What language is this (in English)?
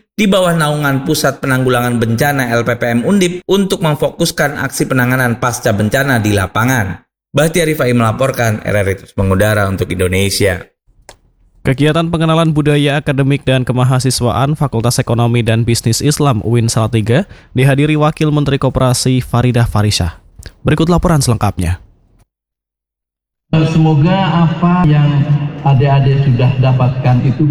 Indonesian